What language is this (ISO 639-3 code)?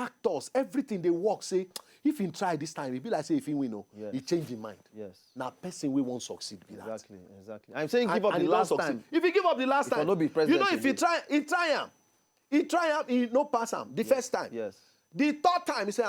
pcm